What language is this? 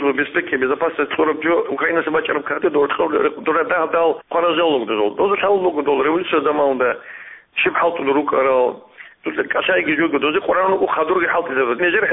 Avaric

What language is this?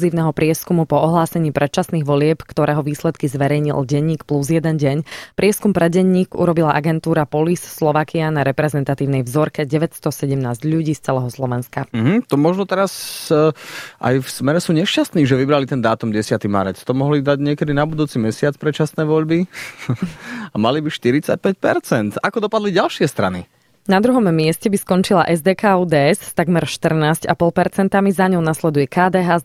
Slovak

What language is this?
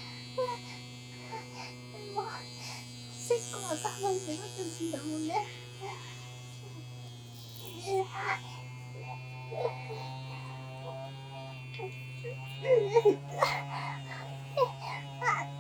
Japanese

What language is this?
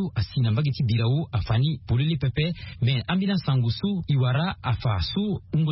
Sango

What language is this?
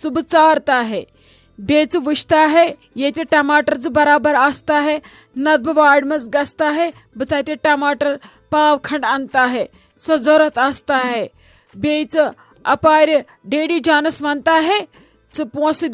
Kashmiri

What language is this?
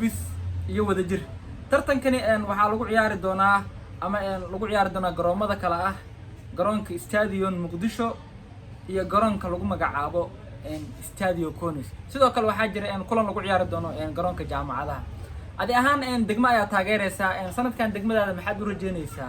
Somali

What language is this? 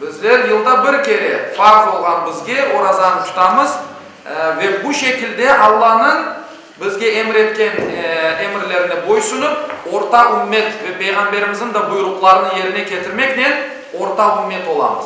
Crimean Tatar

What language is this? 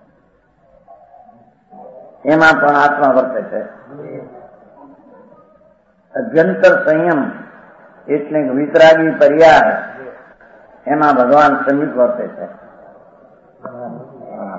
Gujarati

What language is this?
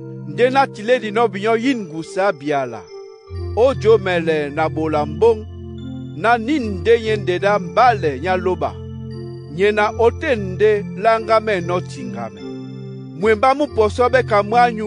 Duala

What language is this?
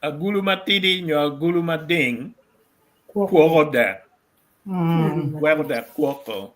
Acoli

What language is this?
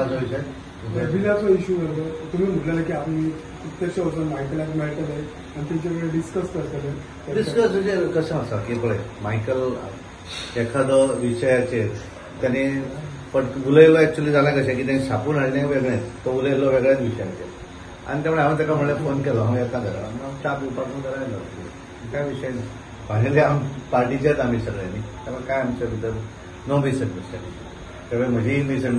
Konkani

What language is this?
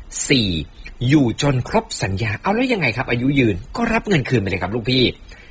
Thai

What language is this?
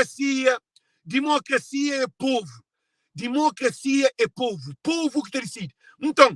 Kabuverdianu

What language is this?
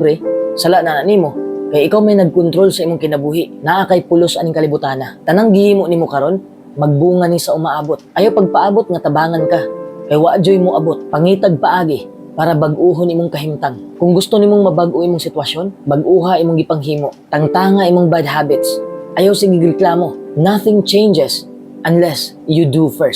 Cebuano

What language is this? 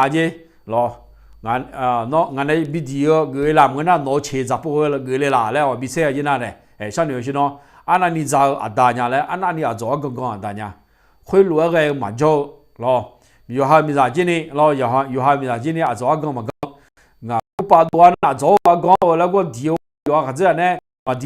Akha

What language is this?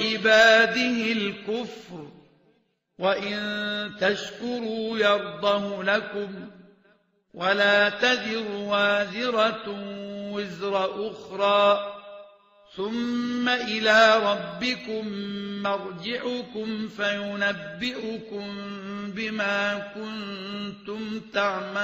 Arabic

